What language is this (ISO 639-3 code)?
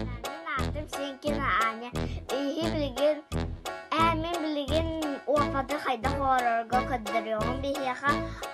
sah